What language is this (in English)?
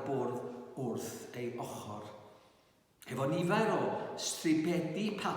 Welsh